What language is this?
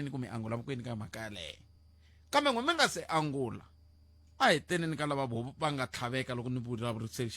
Tsonga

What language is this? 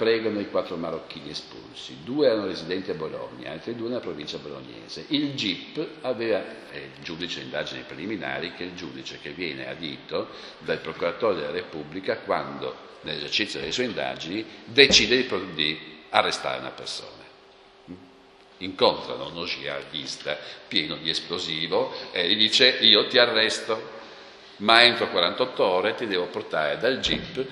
Italian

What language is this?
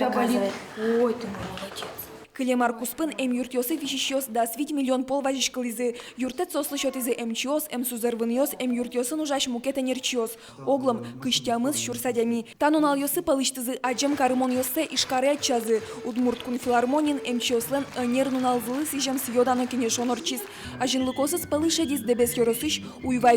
Udmurt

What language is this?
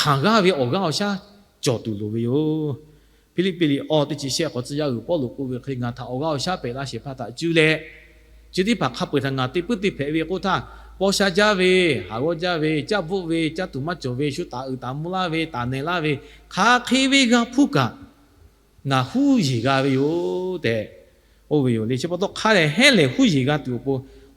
Lahu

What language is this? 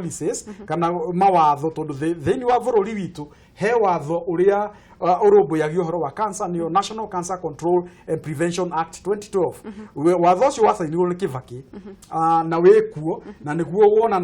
Kikuyu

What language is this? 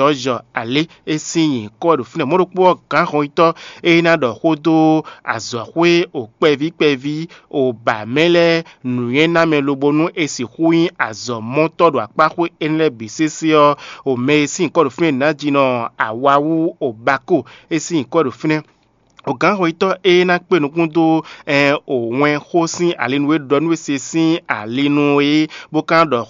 Fon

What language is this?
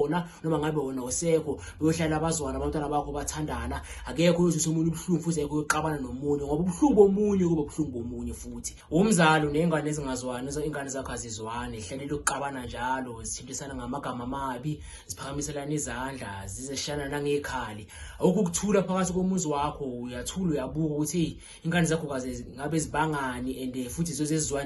Zulu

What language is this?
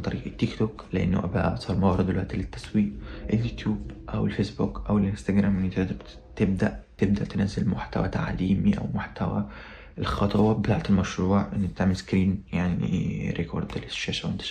Egyptian Arabic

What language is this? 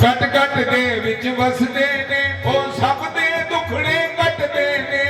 Dogri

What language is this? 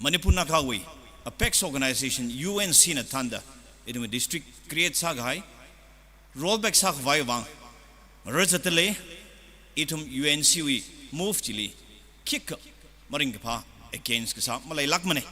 Tangkhul Naga (India)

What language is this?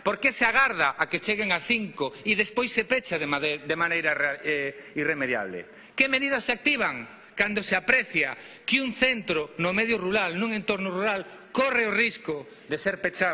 Galician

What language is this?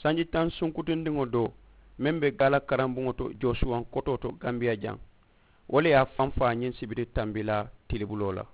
Mandingo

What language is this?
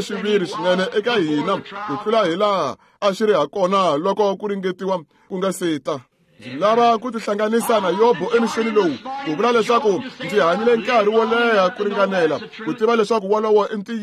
Tsonga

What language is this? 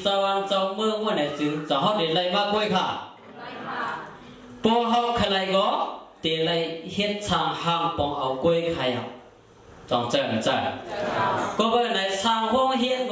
Shan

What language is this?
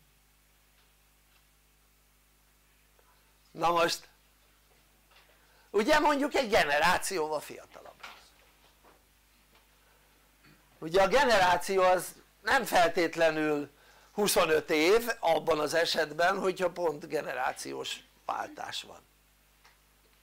Hungarian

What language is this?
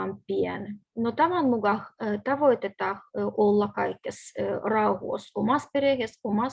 Livvi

